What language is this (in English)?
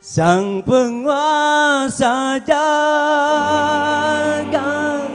Betawi